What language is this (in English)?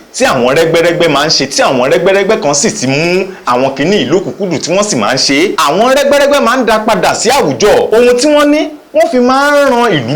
Yoruba